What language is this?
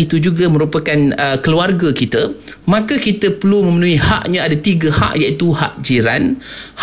Malay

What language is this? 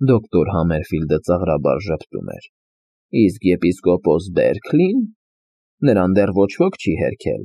Armenian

